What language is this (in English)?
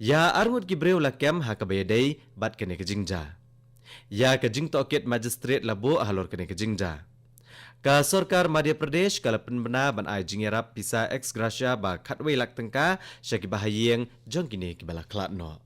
Khasi